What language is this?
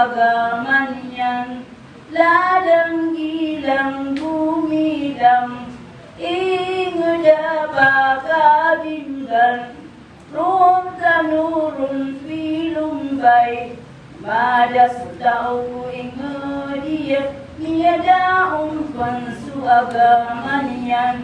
Maranao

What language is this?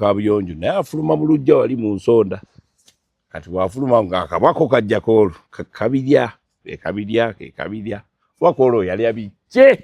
Ganda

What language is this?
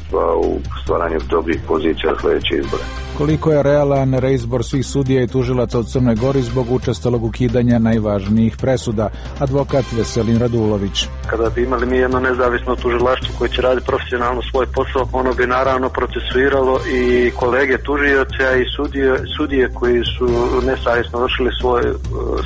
Serbian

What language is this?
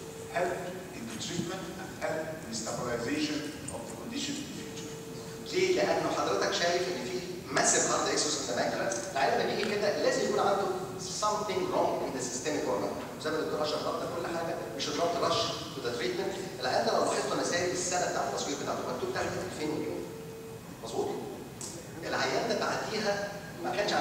Egyptian Arabic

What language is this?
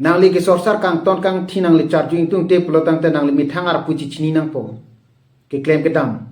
Karbi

